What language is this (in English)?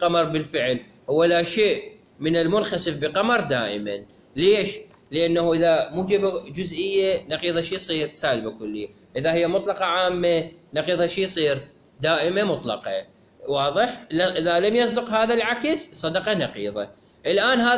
Mesopotamian Arabic